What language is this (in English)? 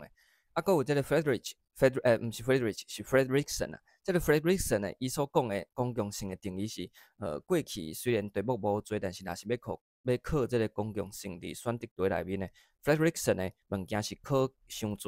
Min Nan Chinese